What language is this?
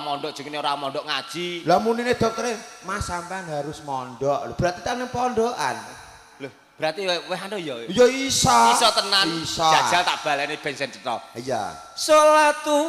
Javanese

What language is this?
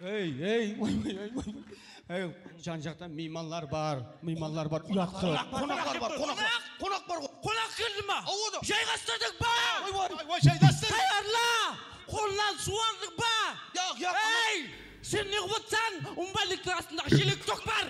Kara-Kalpak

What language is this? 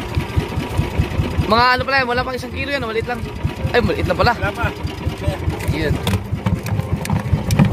Filipino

